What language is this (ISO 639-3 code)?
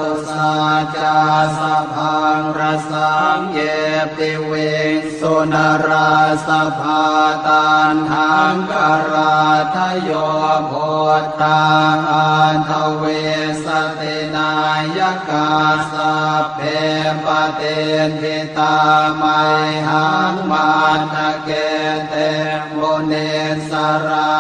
pli